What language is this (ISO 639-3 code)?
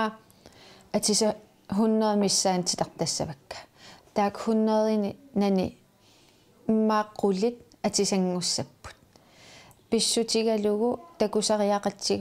kal